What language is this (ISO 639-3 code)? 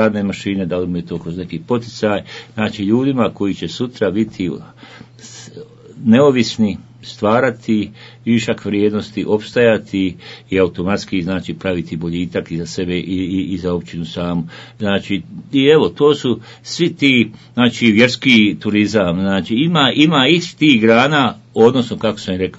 bos